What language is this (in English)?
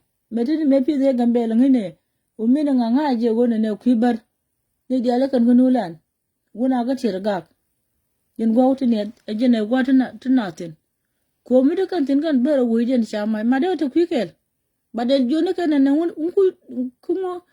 Nuer